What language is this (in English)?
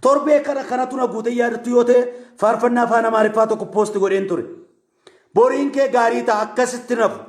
Oromo